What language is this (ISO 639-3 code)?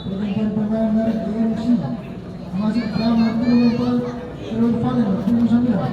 abs